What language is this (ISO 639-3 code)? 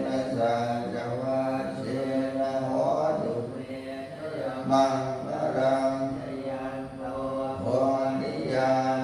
pli